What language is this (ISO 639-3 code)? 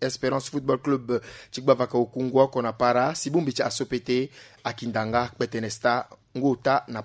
sag